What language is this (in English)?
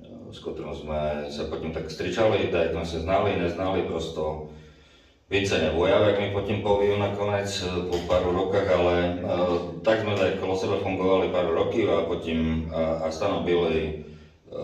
Rusyn